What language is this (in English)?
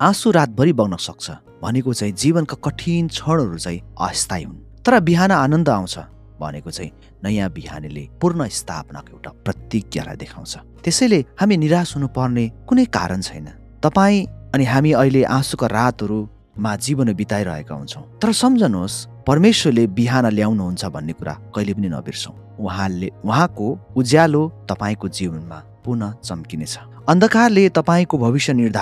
Nepali